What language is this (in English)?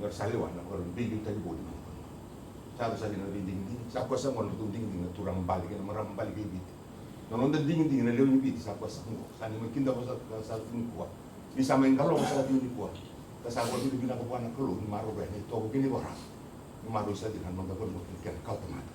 Fijian